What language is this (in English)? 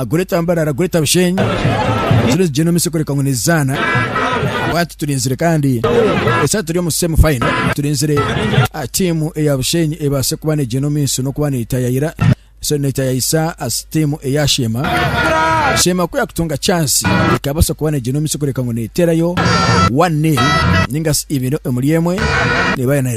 Nyankole